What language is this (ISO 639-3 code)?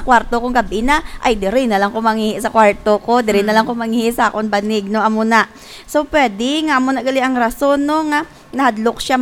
hil